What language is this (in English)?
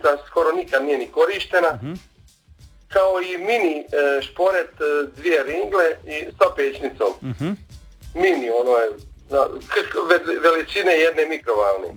Croatian